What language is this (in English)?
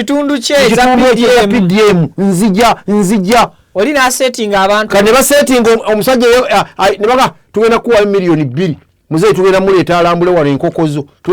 Ganda